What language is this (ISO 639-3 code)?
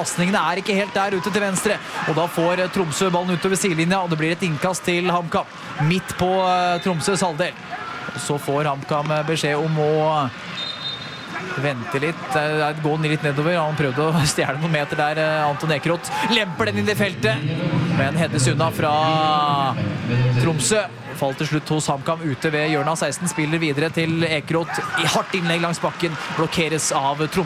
nor